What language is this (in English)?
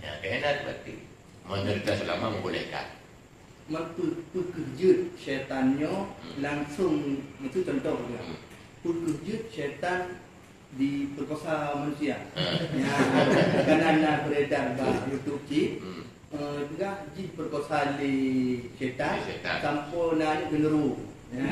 Achinese